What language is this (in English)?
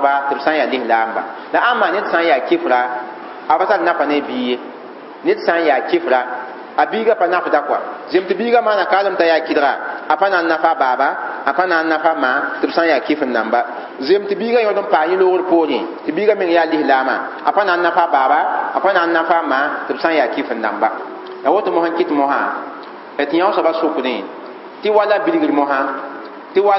Mossi